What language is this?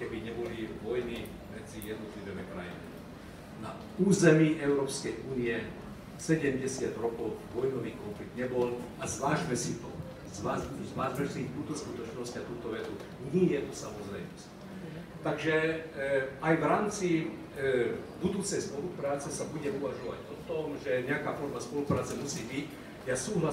Slovak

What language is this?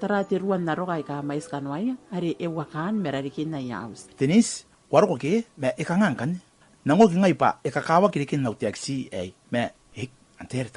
Gilbertese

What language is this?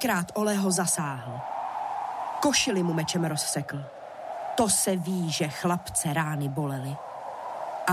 Czech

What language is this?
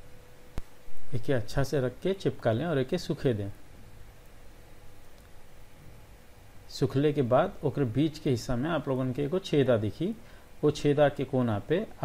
Bhojpuri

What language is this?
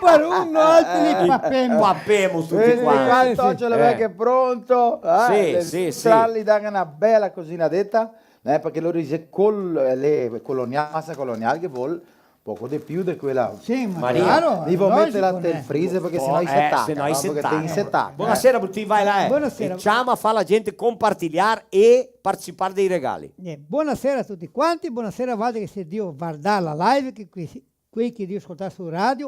Venetian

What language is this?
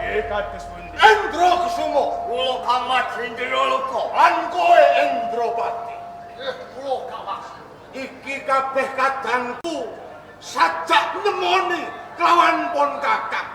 Javanese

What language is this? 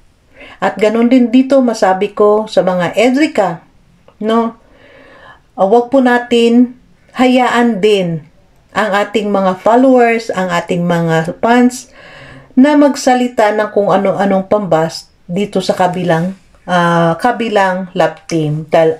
Filipino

